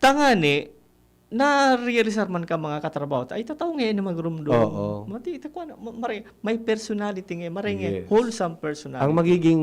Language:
Bikol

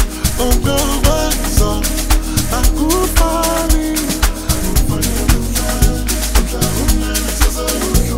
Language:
Zulu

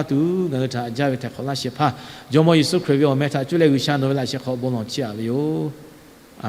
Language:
Lahu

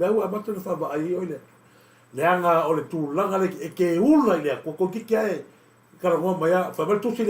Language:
Samoan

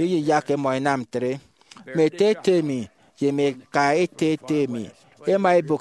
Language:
Efik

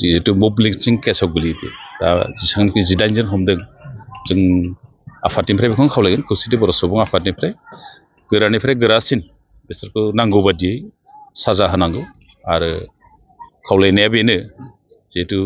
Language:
Bodo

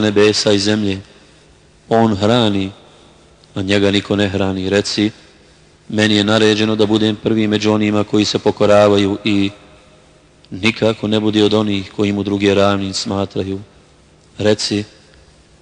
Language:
Bosnian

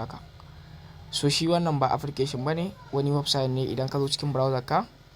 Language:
Hausa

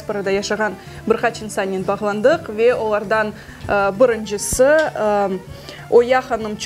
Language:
Crimean Tatar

